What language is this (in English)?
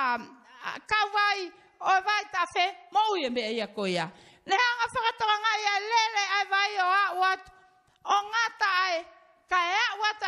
Tongan